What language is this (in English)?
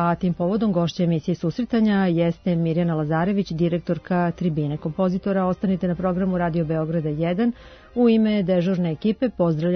Serbian